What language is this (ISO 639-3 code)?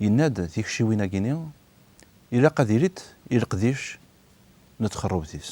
kab